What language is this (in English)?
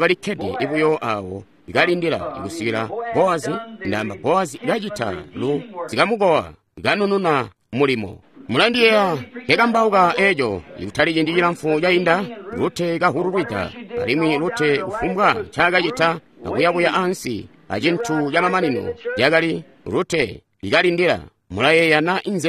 Tonga (Zambia)